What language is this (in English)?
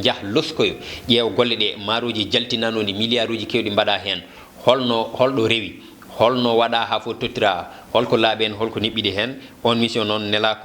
Fula